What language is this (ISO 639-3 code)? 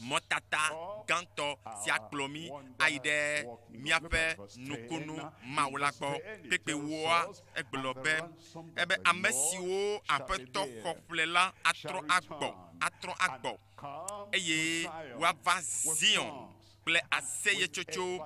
ewe